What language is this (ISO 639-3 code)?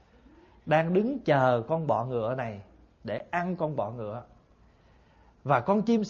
vie